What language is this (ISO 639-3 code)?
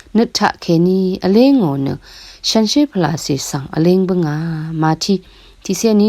raw